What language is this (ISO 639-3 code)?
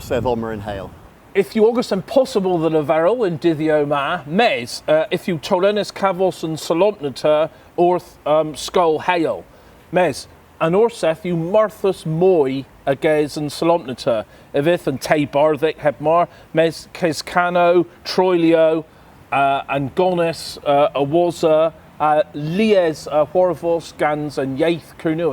cor